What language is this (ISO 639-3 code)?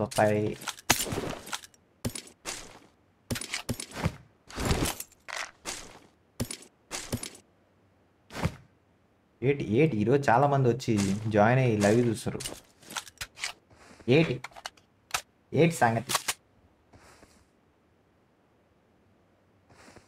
tel